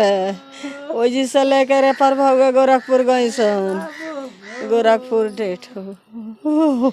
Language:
Bhojpuri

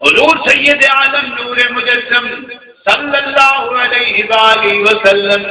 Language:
Saraiki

